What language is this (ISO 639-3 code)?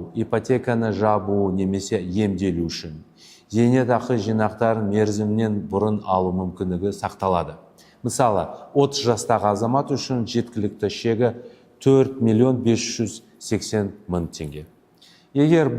kaz